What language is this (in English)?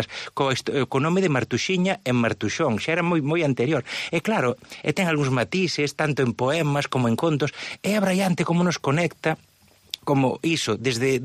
Galician